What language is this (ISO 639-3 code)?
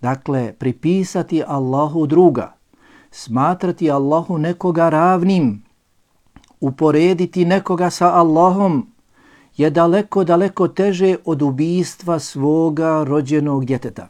bos